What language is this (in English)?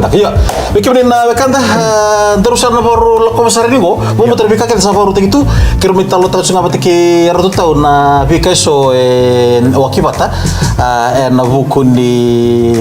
Fijian